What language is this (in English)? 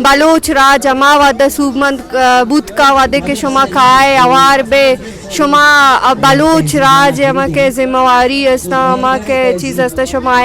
Brahui